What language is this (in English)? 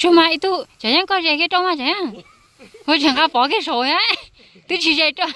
Hmong